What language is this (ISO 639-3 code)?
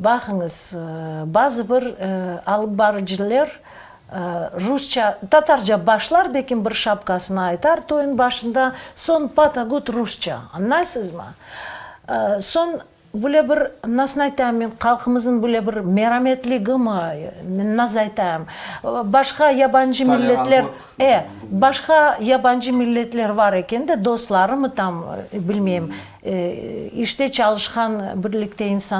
crh